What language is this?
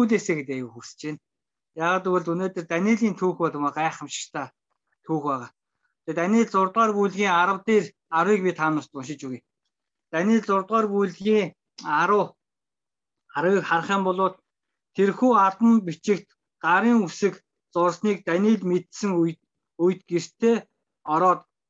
Mongolian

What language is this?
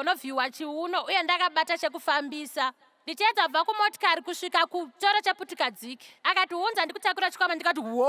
Shona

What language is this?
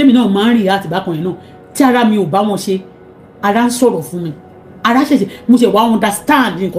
Yoruba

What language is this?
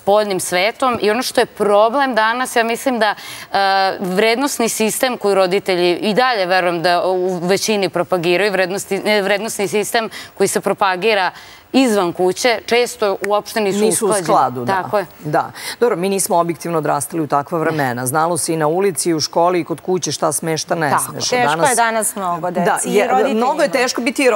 Serbian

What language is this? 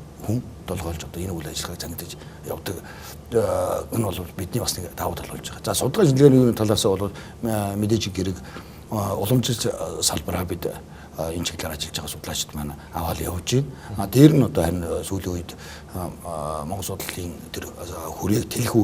Mongolian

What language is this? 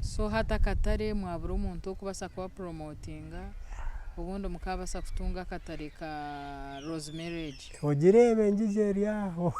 Nyankole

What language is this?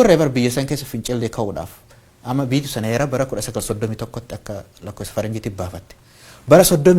Oromo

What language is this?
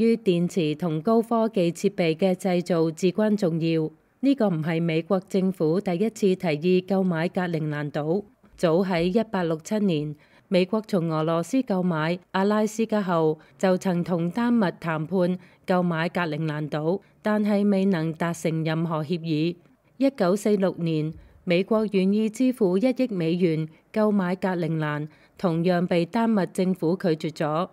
Cantonese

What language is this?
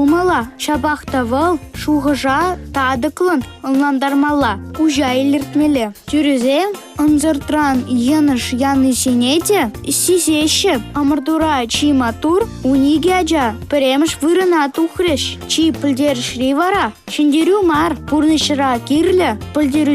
Chuvash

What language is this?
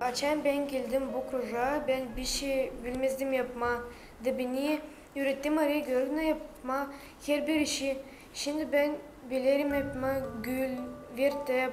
Gagauz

